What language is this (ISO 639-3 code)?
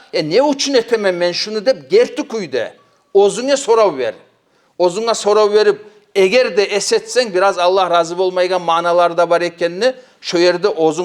kum